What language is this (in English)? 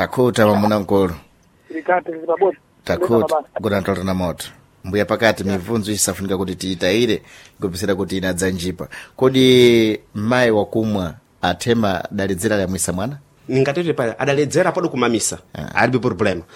Sena